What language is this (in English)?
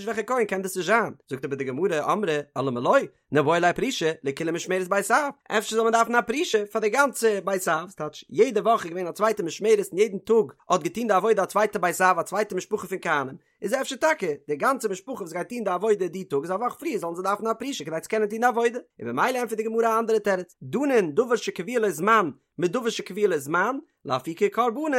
Yiddish